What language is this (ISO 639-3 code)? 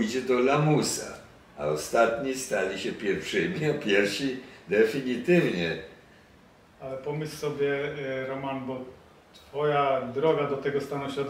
pol